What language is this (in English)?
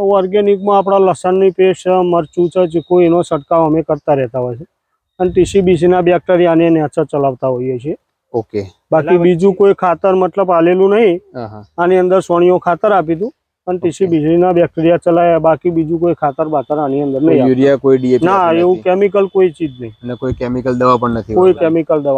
Gujarati